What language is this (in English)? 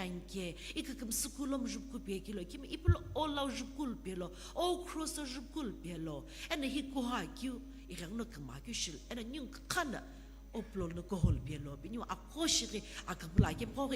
Sumi Naga